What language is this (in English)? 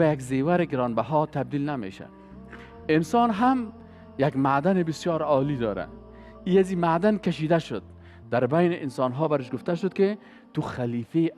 Persian